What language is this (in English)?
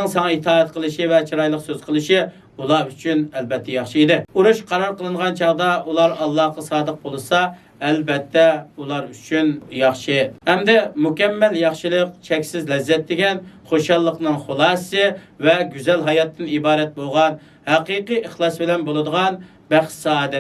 Uyghur